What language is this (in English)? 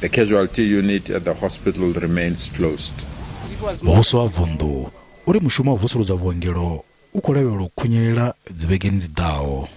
Venda